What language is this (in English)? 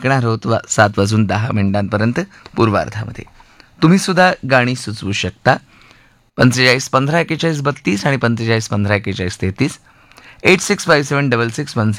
Marathi